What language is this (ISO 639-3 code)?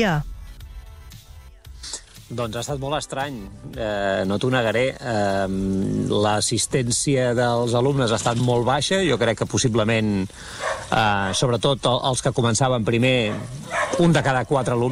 cat